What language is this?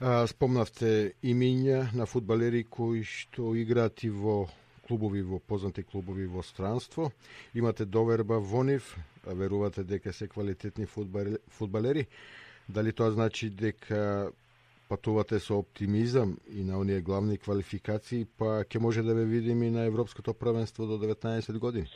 Macedonian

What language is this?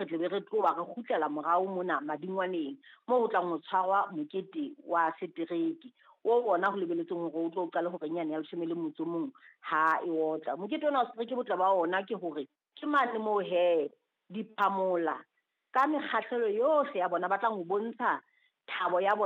Southern Sotho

